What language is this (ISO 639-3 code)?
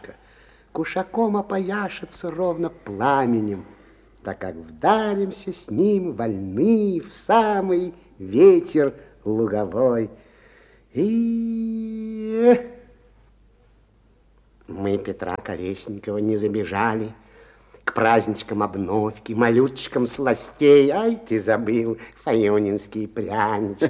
rus